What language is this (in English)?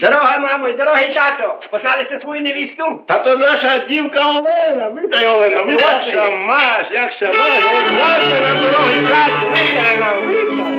Rusyn